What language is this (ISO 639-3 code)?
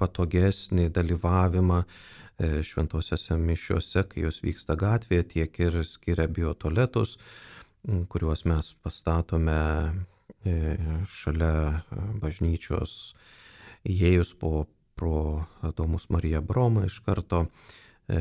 lit